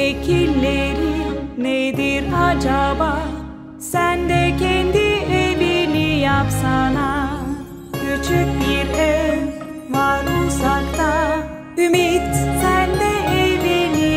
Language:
Turkish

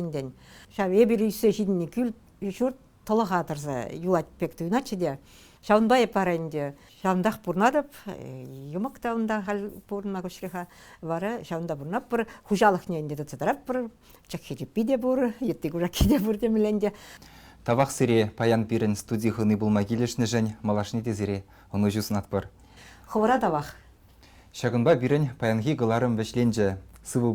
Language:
Chuvash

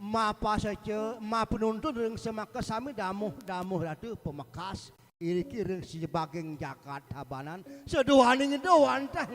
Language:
Balinese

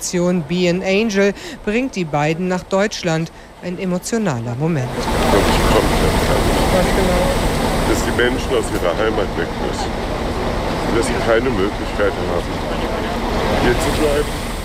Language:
German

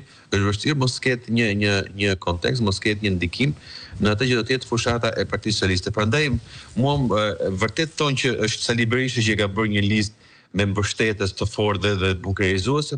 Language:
Albanian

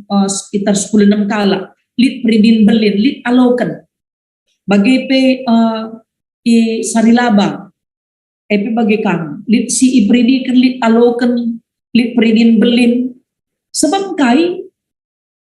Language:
Batak Karo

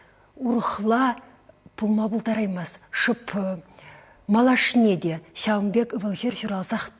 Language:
Chuvash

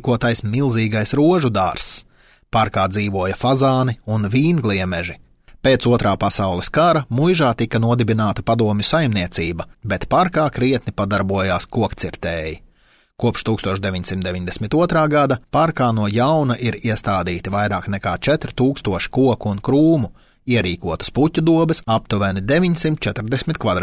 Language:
Latvian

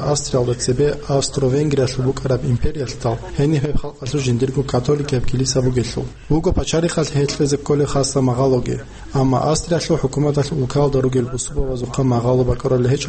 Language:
Avaric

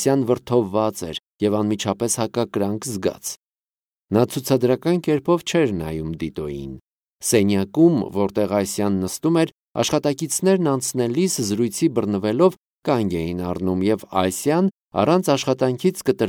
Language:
Armenian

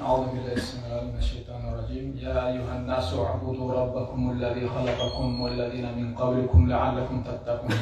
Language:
Kumyk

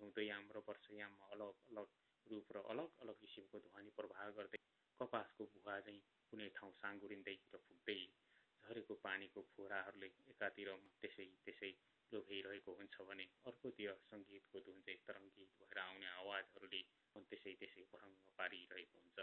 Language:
Nepali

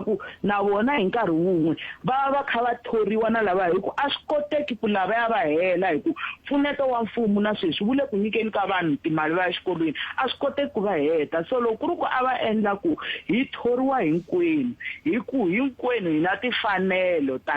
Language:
Tsonga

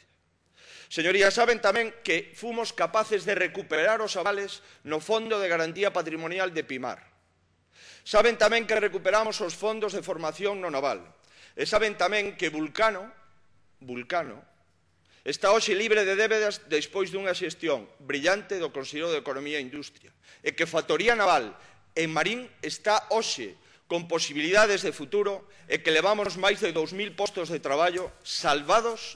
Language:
Galician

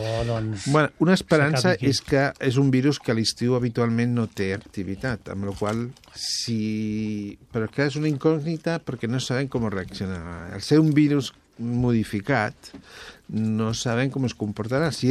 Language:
Catalan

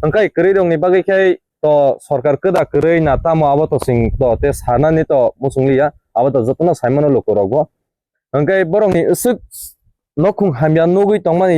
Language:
Kok Borok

